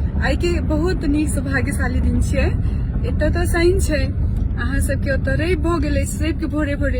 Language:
Maithili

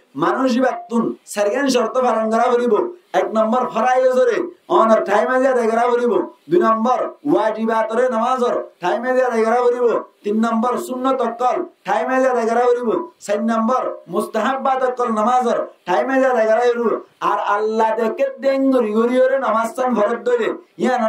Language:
Rohingya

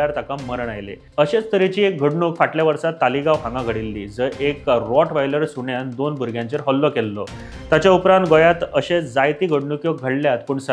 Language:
Konkani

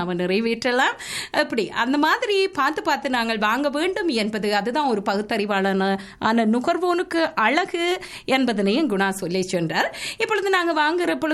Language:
Tamil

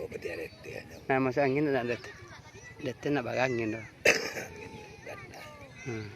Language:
Minangkabau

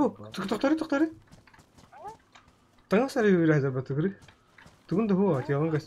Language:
Yakut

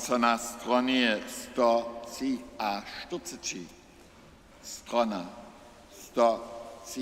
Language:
Upper Sorbian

